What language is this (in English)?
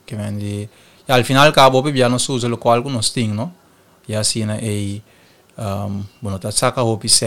Papiamento